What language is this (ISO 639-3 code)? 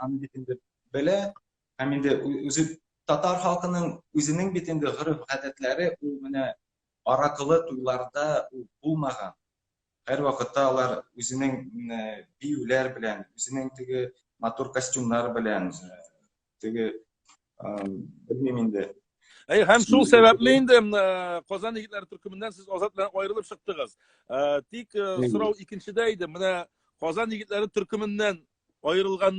tat